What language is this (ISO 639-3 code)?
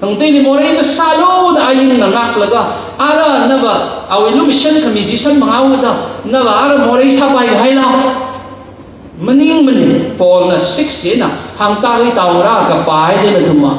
nmf